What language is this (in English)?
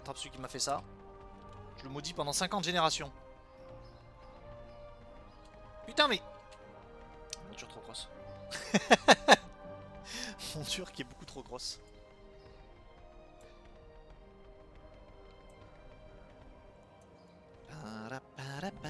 French